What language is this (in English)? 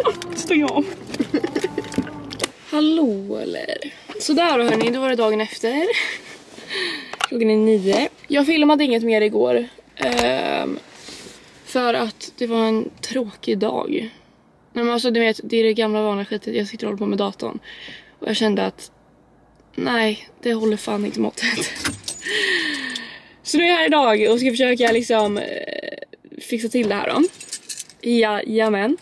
Swedish